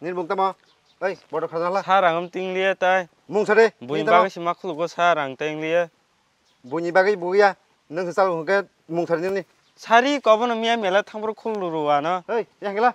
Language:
Kok Borok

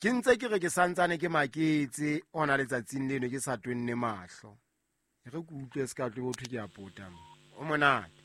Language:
Southern Sotho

